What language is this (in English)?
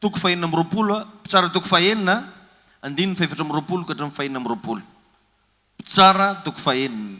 Malagasy